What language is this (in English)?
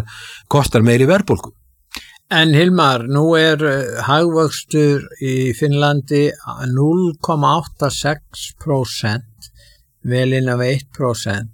Icelandic